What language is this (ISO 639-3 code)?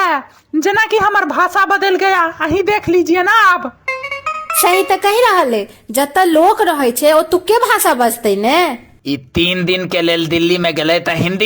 mai